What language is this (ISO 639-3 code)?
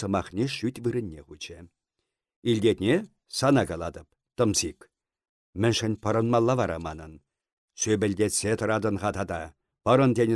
chv